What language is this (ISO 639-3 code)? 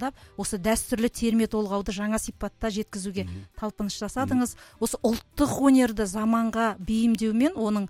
kaz